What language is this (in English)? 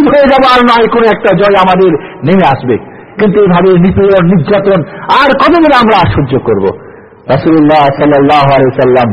Bangla